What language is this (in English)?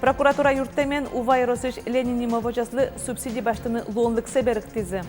Udmurt